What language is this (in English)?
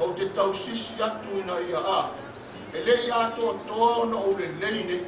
Samoan